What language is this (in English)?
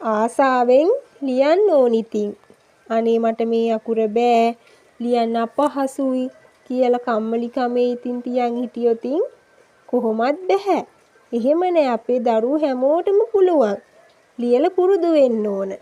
Sinhala